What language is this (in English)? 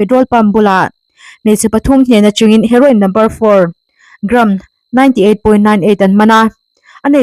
Mizo